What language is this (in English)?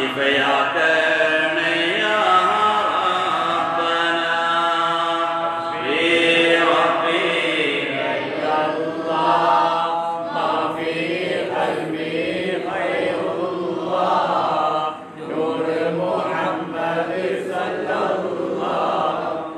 Malayalam